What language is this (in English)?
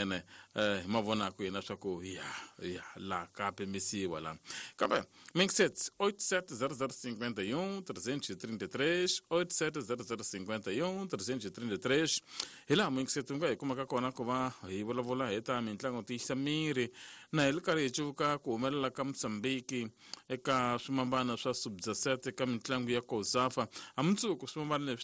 Tsonga